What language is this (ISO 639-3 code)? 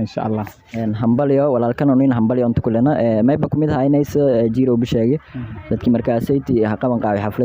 som